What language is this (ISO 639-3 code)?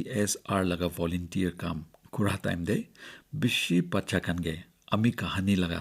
nag